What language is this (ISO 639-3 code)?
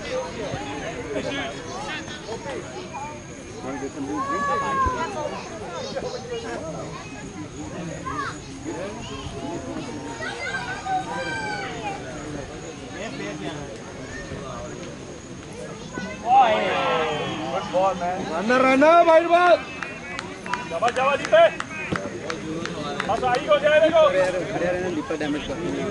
hin